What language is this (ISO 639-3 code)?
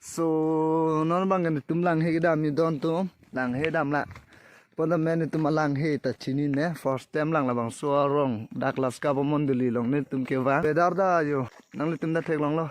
mjw